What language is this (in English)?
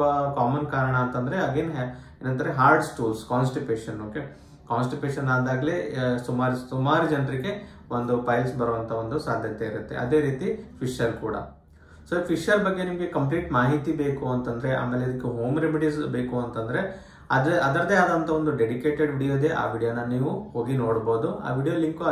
Kannada